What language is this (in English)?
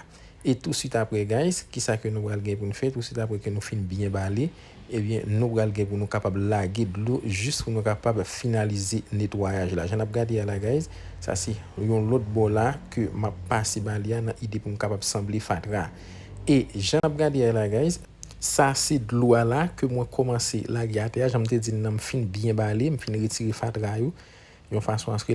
Haitian Creole